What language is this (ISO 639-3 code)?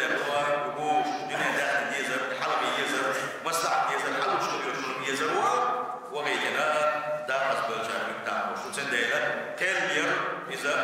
che